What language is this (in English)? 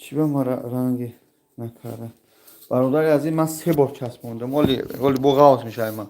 Tajik